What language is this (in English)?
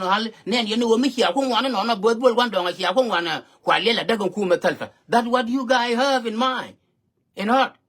Nuer